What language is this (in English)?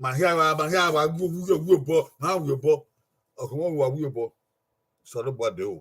Bini